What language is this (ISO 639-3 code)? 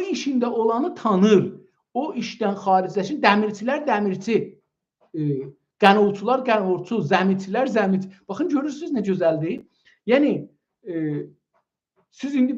azb